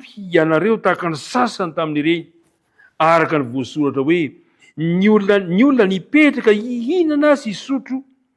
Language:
Malagasy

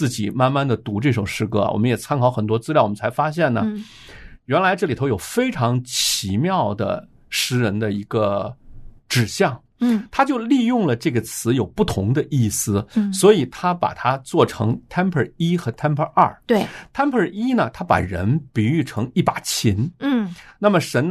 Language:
Chinese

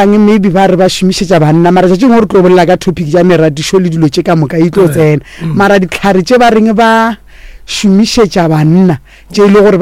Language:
Northern Sotho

